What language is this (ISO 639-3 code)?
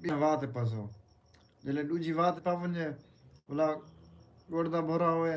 skr